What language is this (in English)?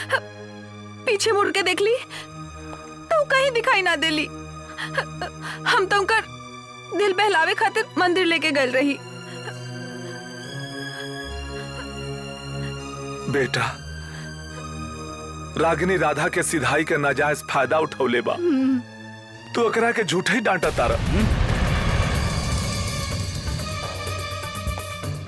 Bhojpuri